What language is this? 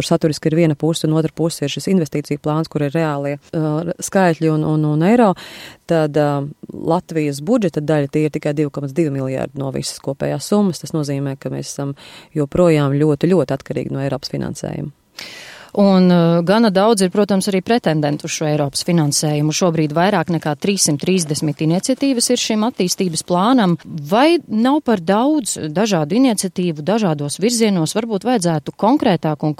Latvian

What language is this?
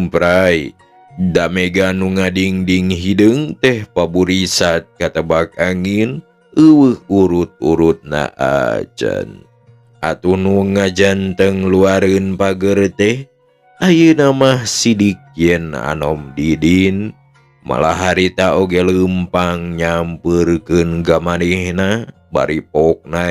Sundanese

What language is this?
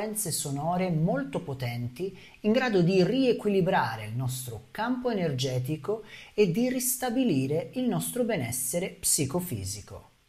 Italian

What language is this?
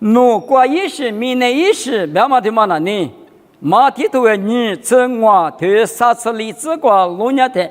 Lisu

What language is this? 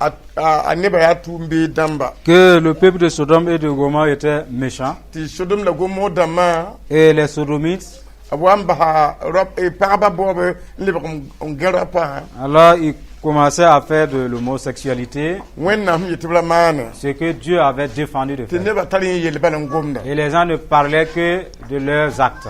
Mossi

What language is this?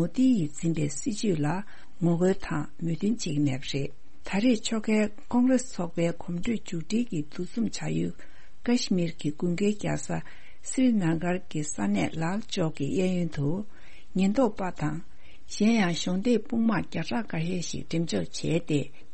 Tibetan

